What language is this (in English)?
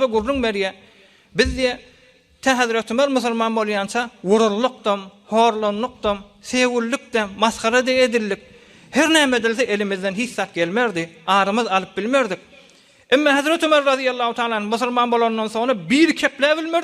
Turkmen